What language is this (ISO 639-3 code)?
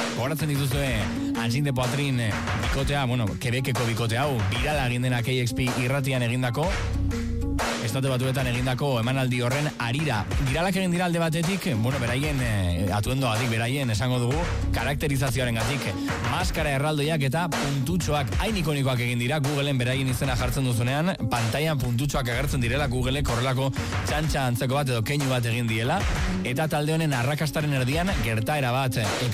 eus